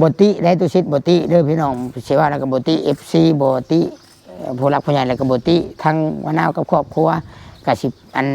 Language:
Northeastern Thai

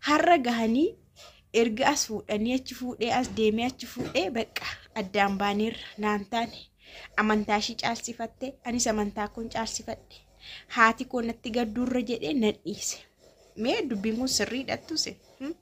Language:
Oromo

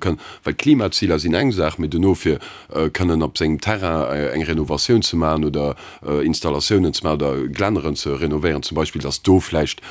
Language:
Luxembourgish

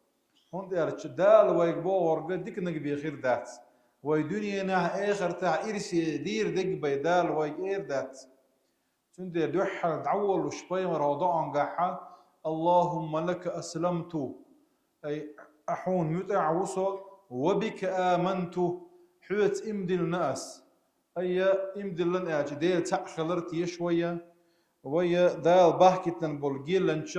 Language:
Chechen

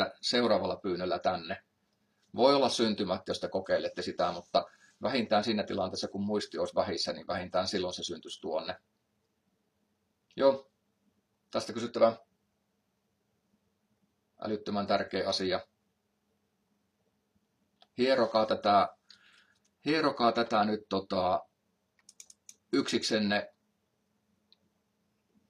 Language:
Finnish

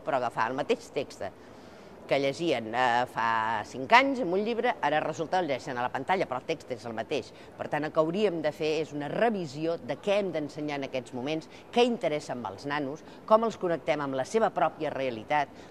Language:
Catalan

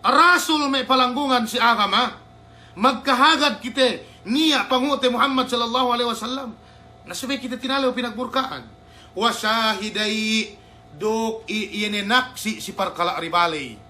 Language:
Yakan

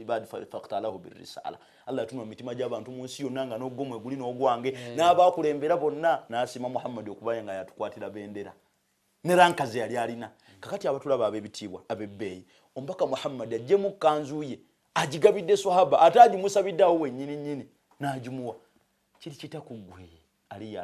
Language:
Ganda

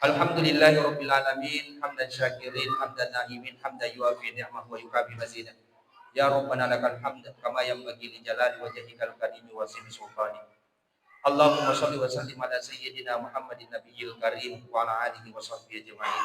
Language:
Buginese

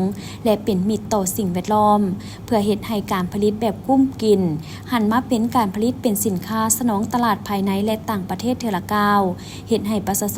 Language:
Lao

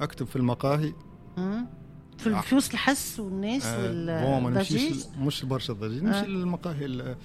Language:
Tunisian Arabic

